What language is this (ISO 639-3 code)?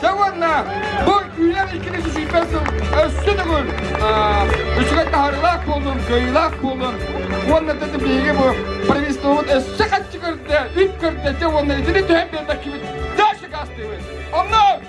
sah